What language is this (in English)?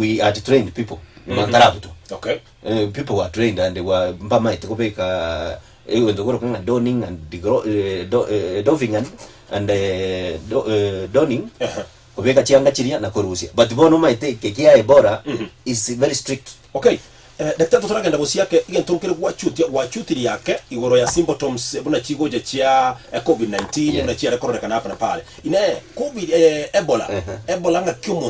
Gusii